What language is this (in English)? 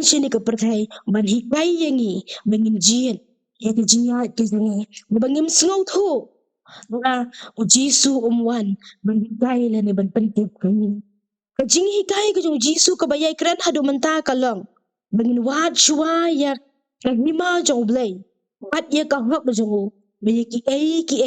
Khasi